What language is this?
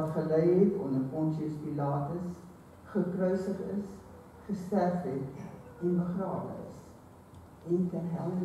Afrikaans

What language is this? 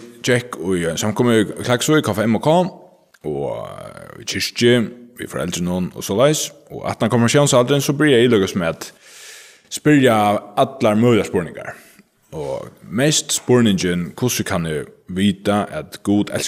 Faroese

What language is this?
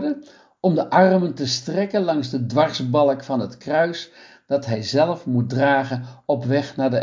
Dutch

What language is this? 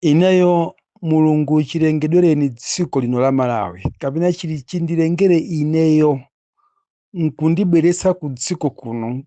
Nyanja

